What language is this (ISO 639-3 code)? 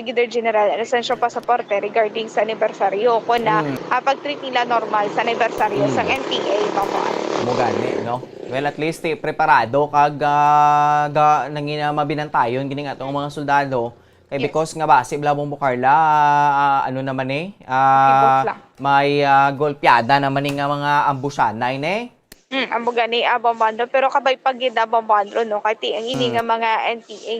hil